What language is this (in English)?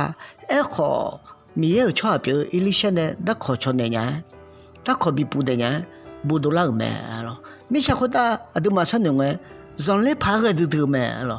Akha